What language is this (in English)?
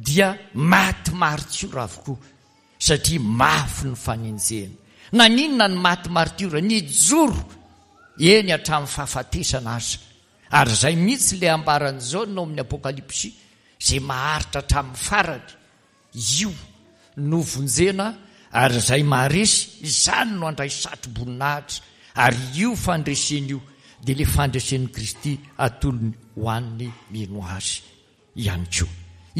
Malagasy